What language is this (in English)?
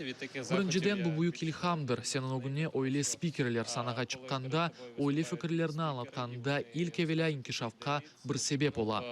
Crimean Tatar